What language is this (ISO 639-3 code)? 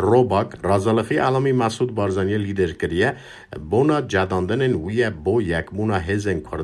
kur